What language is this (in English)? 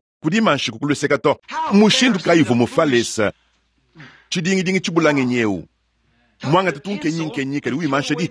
Luba-Lulua